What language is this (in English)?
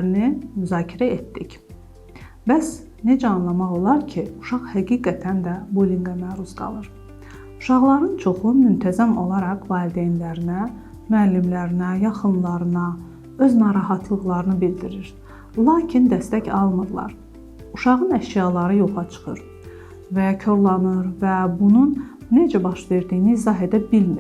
Azerbaijani